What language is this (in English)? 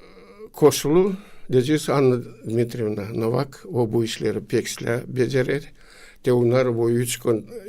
Gagauz